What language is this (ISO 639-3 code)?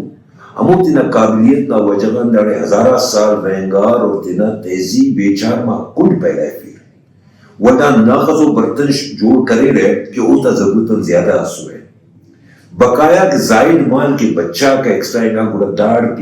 brh